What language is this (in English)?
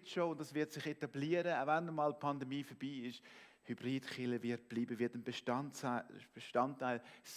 Swiss German